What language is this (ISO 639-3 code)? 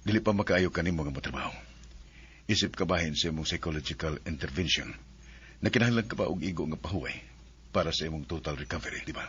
ceb